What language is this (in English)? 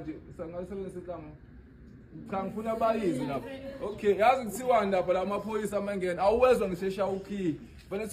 Zulu